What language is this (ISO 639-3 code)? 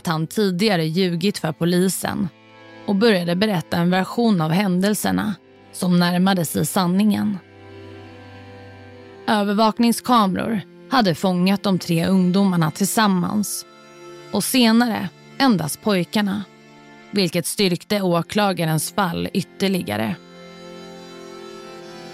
swe